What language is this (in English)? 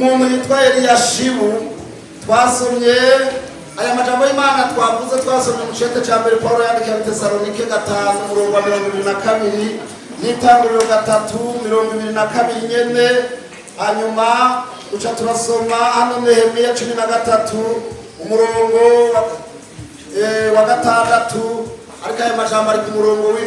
Rundi